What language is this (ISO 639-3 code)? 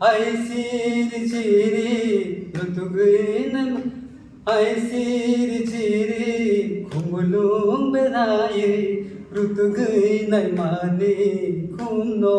trp